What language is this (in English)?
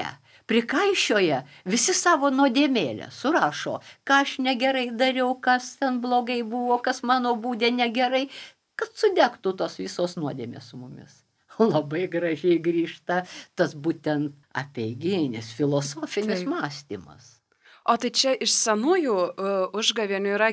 Lithuanian